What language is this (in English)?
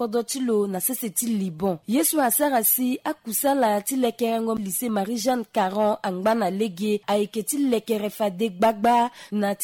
Sango